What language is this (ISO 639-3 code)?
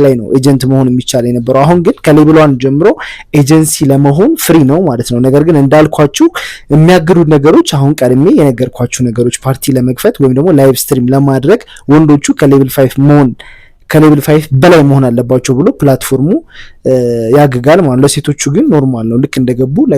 amh